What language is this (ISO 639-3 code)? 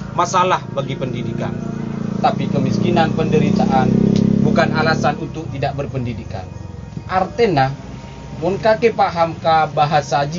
mad